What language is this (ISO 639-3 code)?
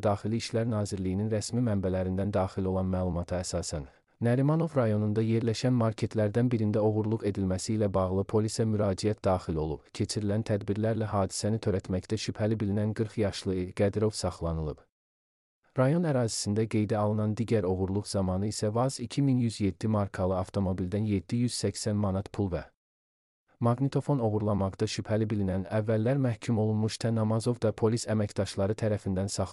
aze